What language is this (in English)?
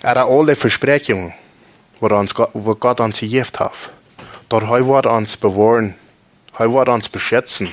Plautdietsch